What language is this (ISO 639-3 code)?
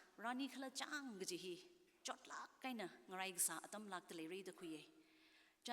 nmf